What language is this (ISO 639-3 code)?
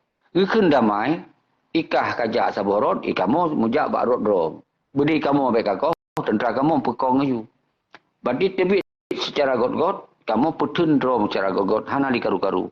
ace